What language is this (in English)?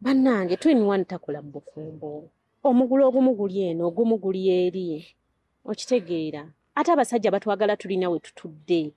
Ganda